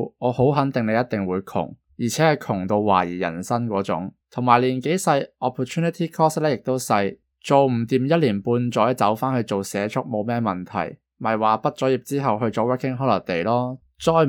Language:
Cantonese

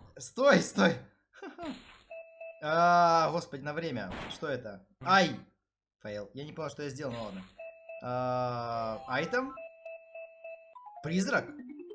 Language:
Russian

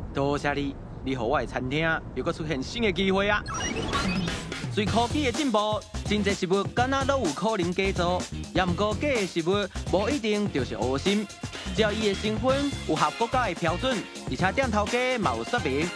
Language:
Min Nan Chinese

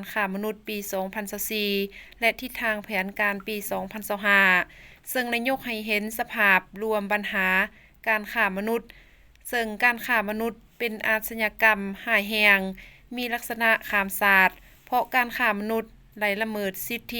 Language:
Lao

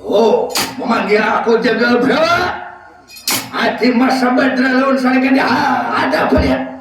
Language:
Banjar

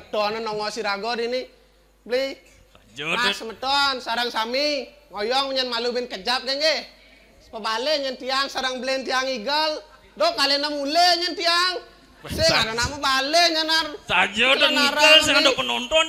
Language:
Balinese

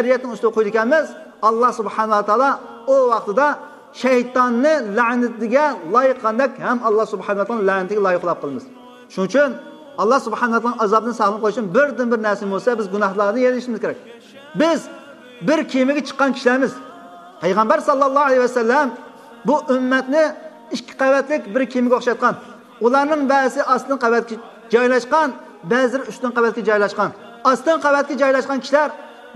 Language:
Uyghur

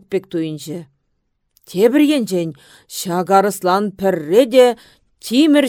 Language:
Chuvash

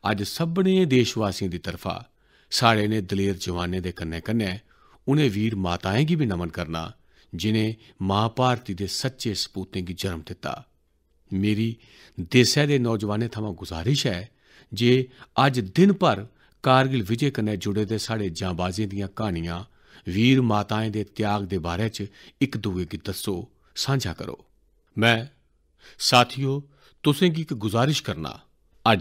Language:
Dogri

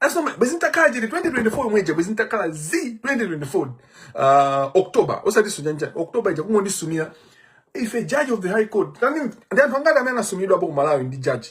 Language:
Nyanja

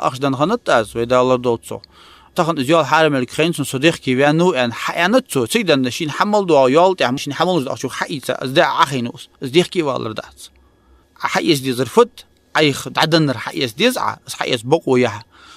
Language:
Ingush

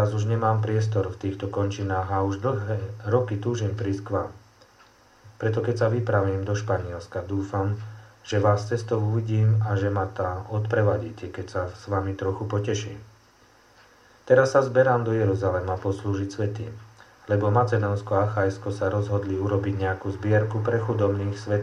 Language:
Slovak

